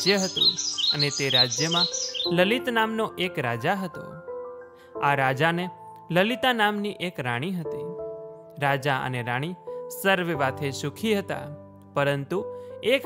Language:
Gujarati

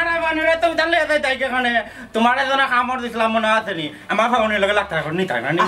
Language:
Sylheti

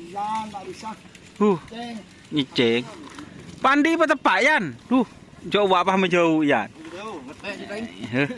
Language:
Madurese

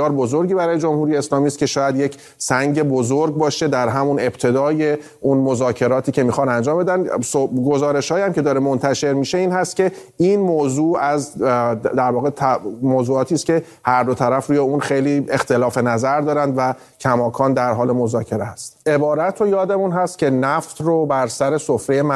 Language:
Persian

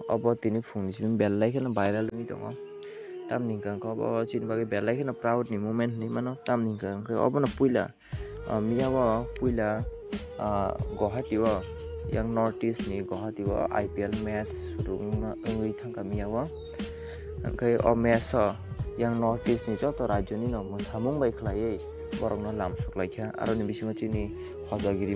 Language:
Kok Borok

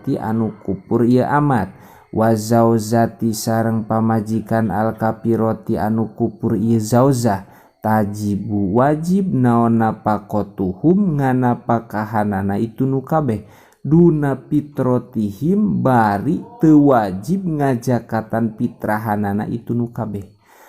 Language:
Sundanese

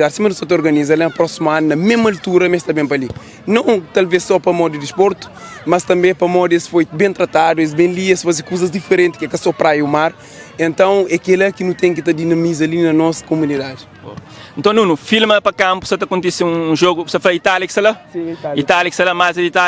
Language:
Kabuverdianu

